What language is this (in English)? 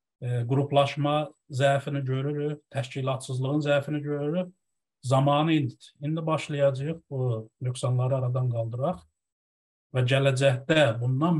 South Azerbaijani